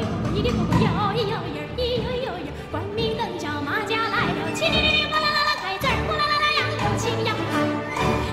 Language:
Chinese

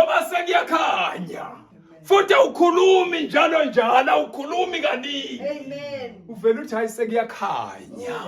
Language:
Zulu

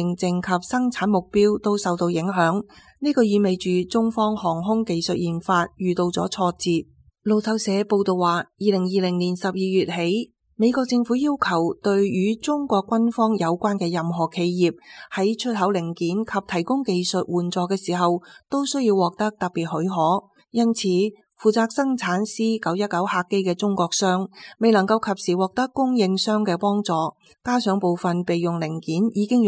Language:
Cantonese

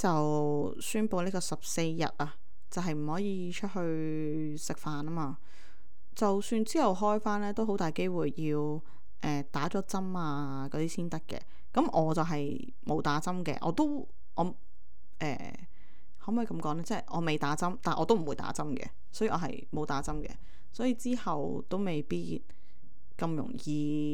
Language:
Cantonese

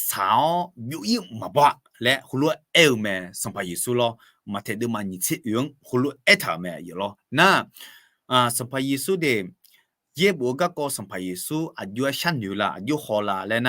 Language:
Akha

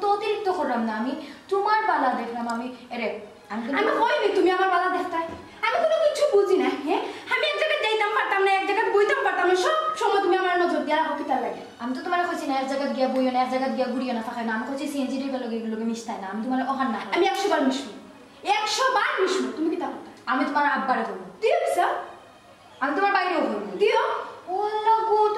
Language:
Sylheti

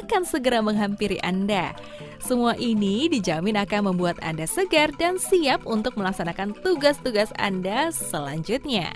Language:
Indonesian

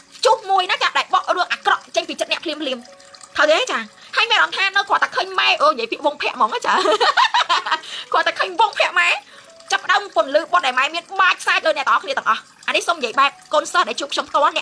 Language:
Khmer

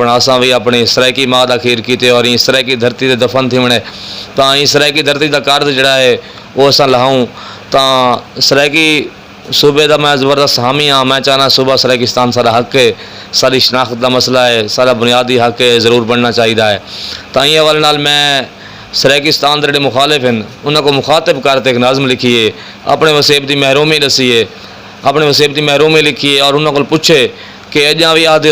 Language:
Saraiki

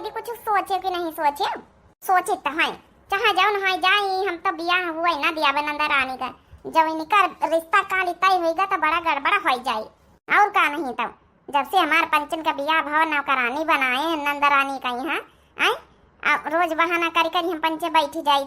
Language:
Awadhi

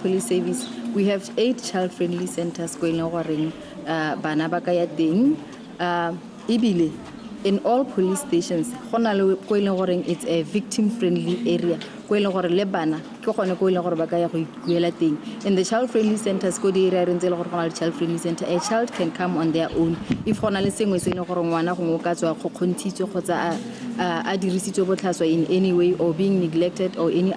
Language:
Tswana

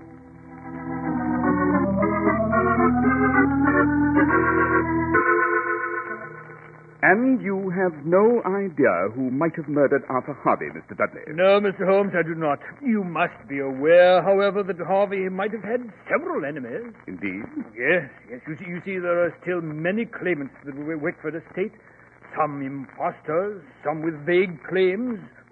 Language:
English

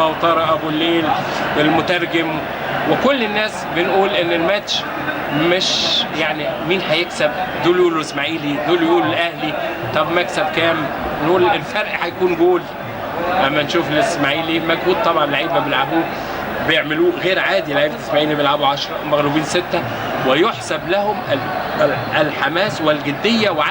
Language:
Egyptian Arabic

